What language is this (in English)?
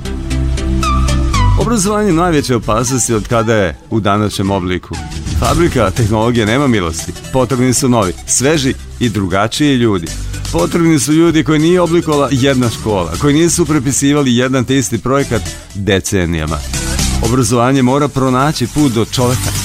Serbian